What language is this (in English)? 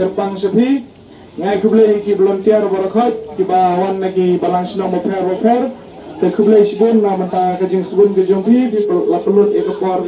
Khasi